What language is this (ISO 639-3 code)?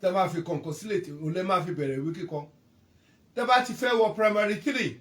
yor